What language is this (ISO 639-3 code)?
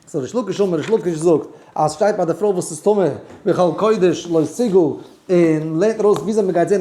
yid